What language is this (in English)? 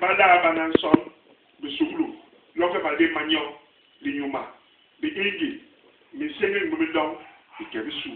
Basaa